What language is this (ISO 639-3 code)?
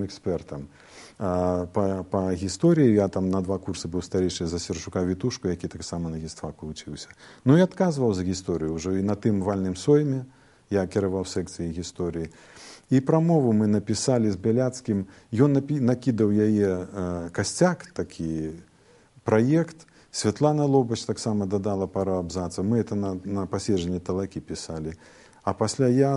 bel